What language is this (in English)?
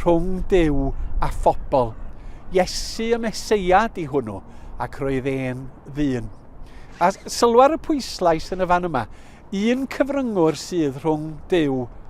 Welsh